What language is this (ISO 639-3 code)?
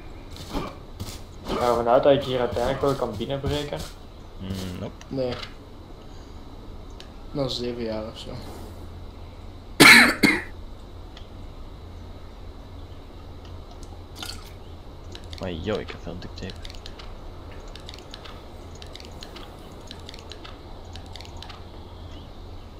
nld